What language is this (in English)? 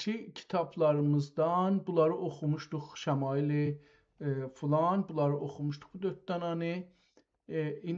South Azerbaijani